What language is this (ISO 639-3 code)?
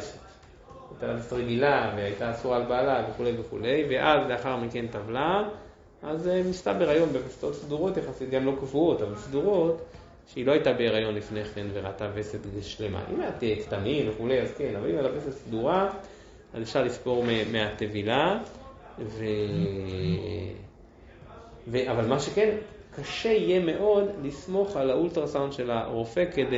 heb